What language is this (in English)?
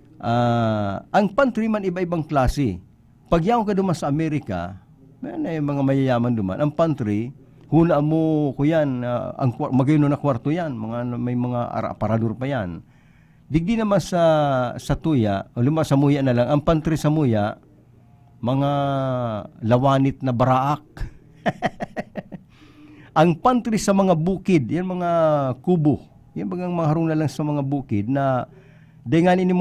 Bikol